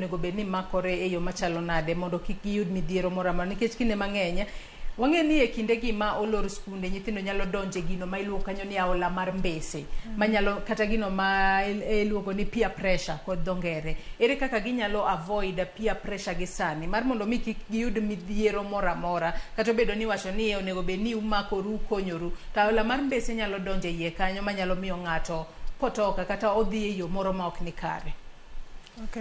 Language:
Luo (Kenya and Tanzania)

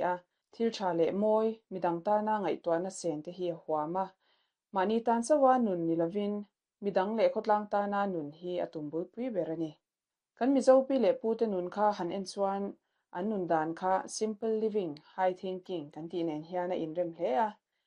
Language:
Mizo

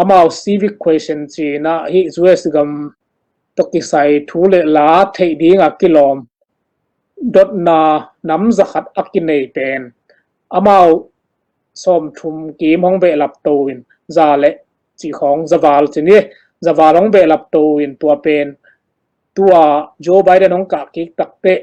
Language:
Tedim Chin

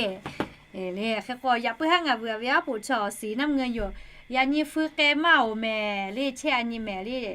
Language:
Lahu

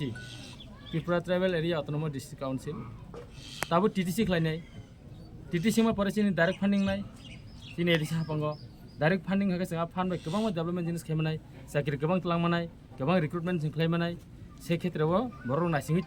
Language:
Kok Borok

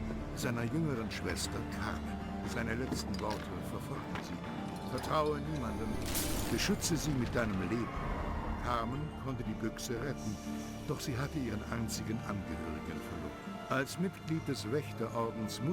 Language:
Bavarian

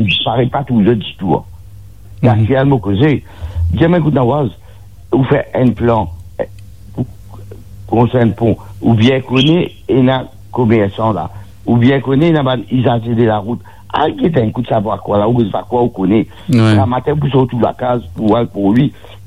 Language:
Morisyen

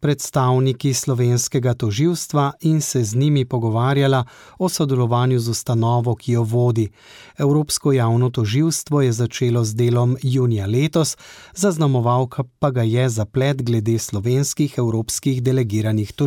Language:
Slovenian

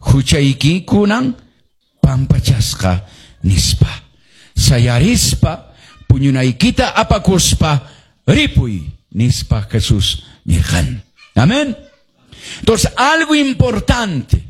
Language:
Quechua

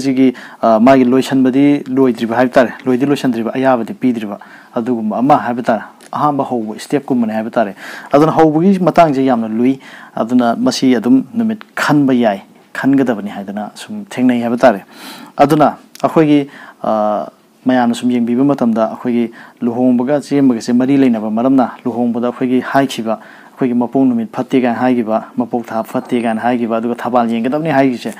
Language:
Manipuri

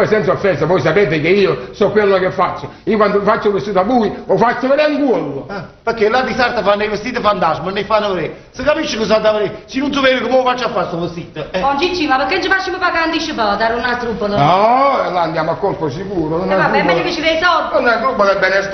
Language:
Neapolitan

